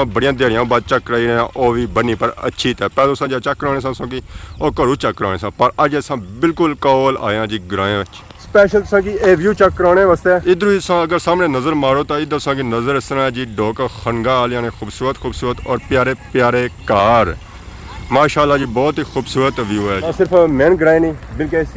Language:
Pahari-Potwari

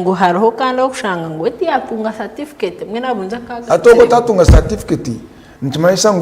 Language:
Nyankole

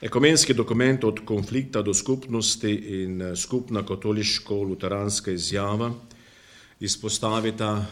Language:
Slovenian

